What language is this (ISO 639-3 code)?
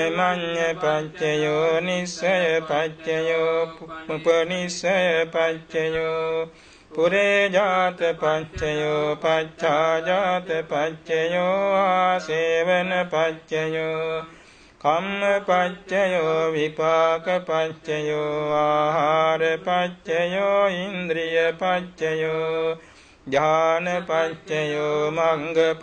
pli